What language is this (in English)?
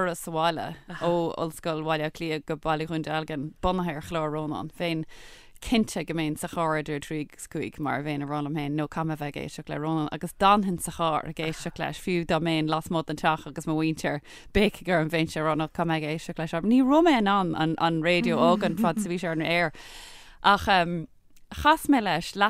Irish